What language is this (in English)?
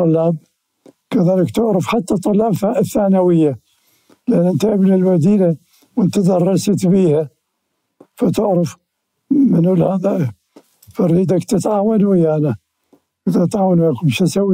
Mesopotamian Arabic